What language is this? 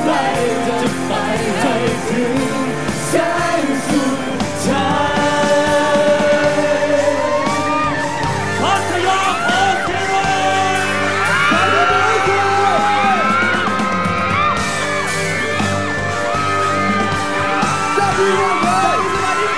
Thai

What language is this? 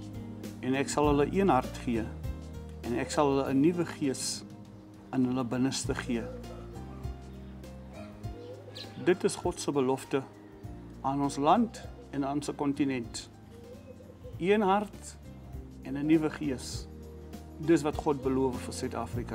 Afrikaans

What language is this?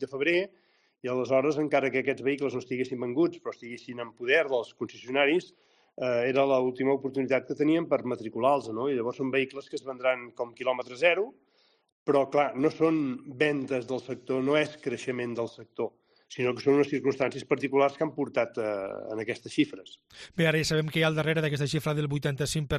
Catalan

